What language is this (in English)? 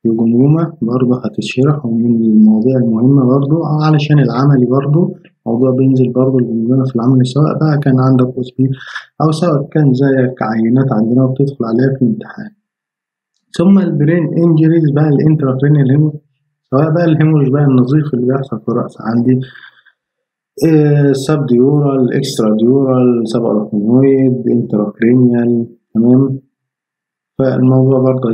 Egyptian Arabic